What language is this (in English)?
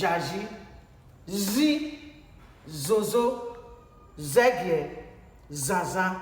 Bini